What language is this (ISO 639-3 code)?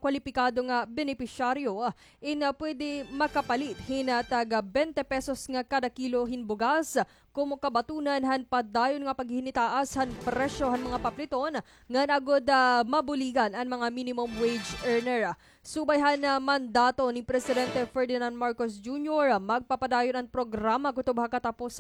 war